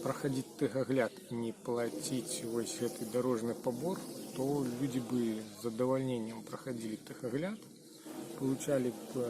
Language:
Belarusian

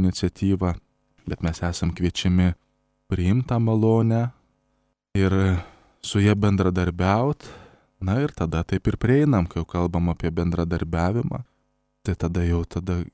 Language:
Lithuanian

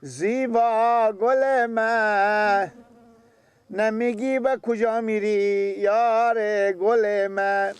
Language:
Persian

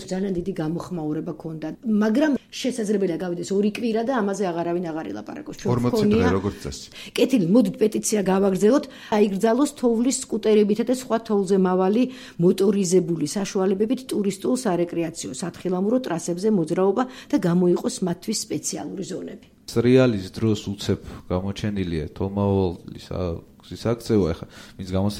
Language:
Georgian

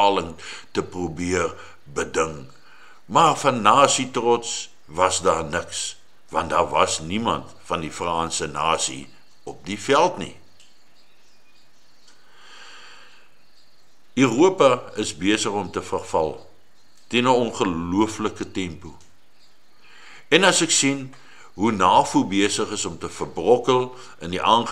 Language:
Afrikaans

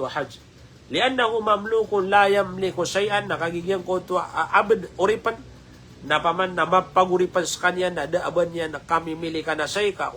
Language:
Maranao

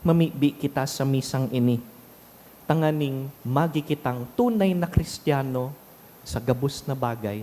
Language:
Bikol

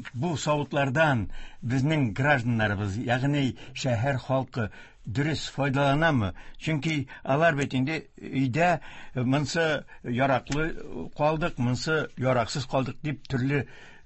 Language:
Tatar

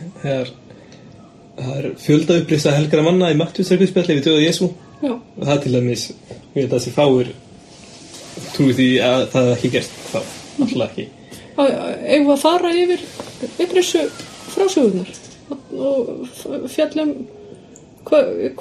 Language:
Icelandic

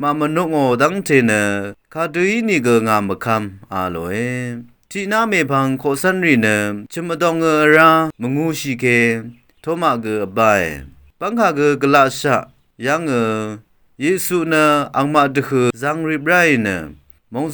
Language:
Rawang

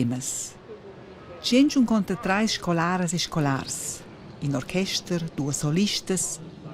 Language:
Romansh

